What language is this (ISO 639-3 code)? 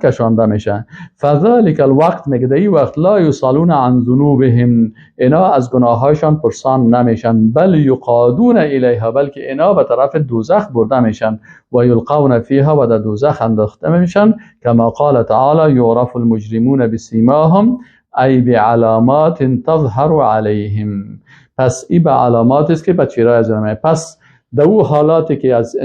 fas